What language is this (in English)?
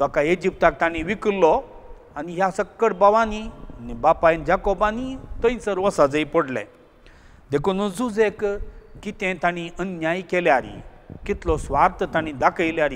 Konkani